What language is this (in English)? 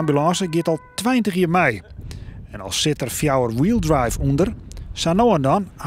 Western Frisian